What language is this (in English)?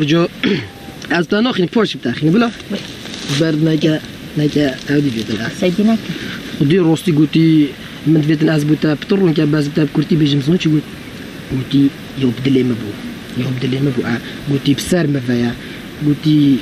Kurdish